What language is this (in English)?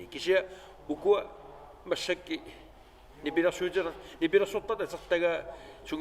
Kalaallisut